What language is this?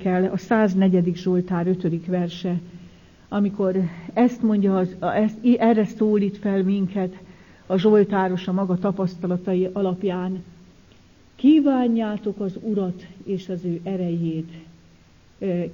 Hungarian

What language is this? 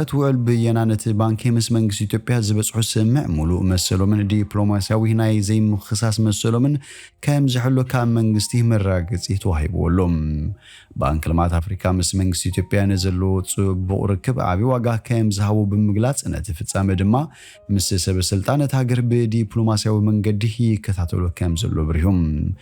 Tigrinya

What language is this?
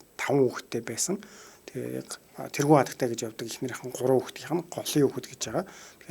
Mongolian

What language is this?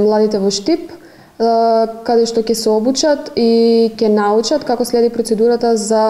Macedonian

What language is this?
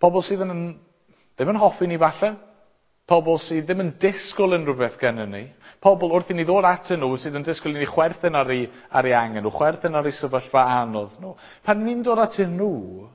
Welsh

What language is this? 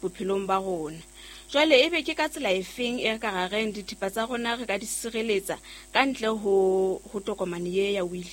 Southern Sotho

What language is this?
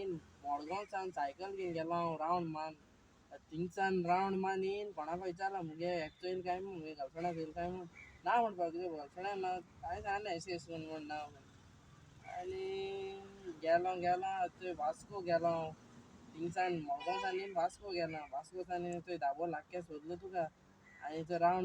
Konkani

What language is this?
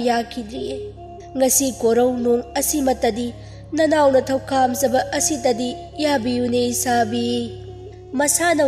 Manipuri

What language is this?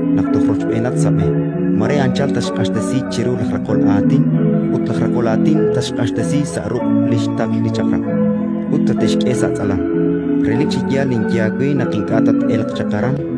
Kekchí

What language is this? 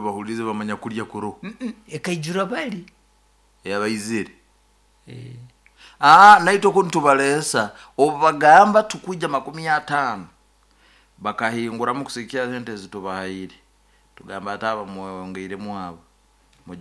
Nyoro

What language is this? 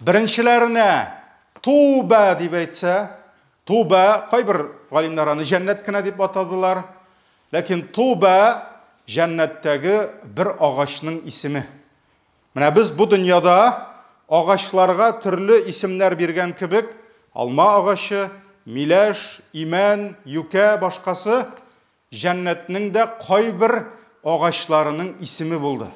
Tatar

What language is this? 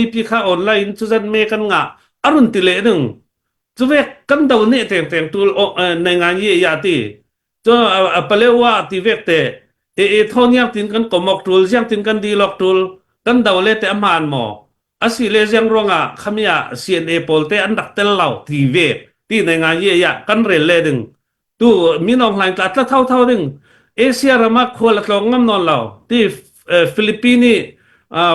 Falam Chin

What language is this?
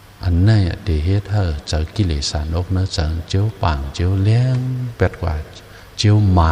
Shan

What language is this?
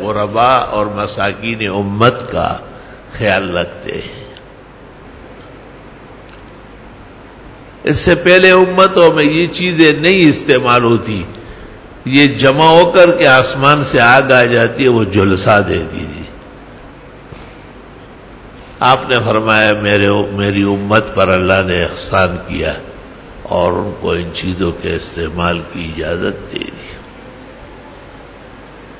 Urdu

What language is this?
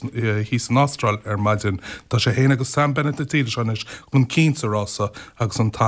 Irish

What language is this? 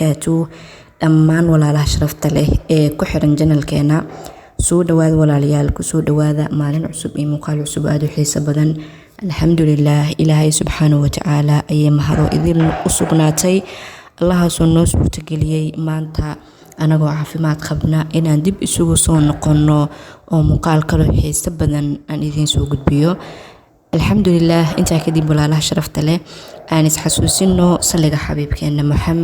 Somali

